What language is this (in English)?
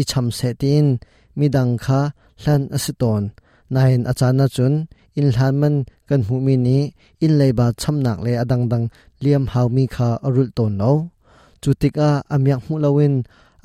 Hakha Chin